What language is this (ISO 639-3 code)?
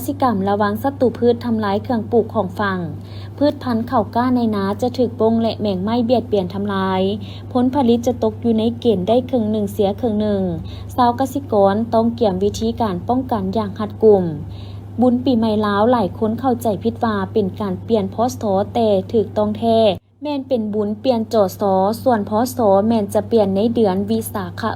lao